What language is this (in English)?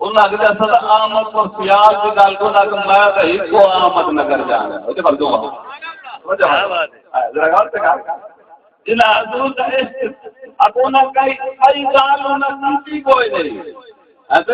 Saraiki